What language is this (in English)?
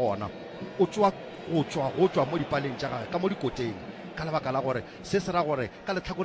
Northern Sotho